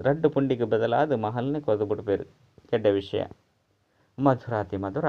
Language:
Tulu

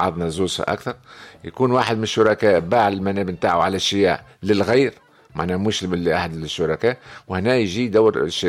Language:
Tunisian Arabic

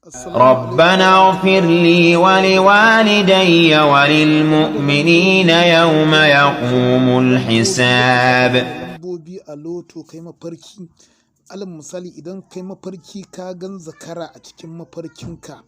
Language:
Hausa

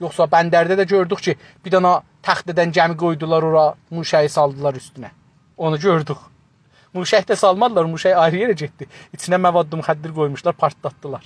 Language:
South Azerbaijani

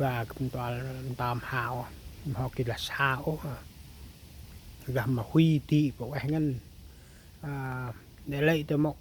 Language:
Central Mnong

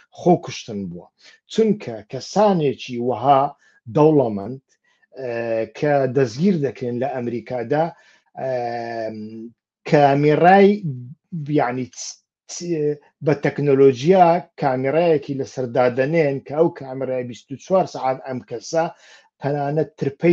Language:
Central Kurdish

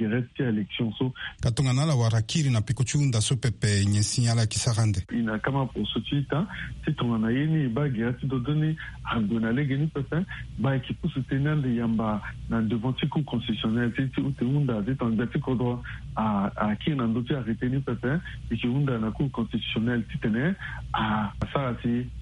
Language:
Sango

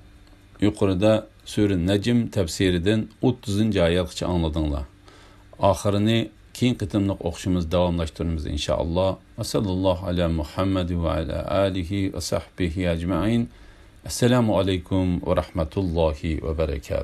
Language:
Uyghur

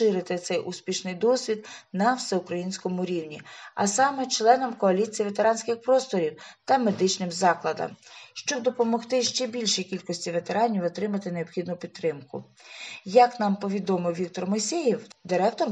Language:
Ukrainian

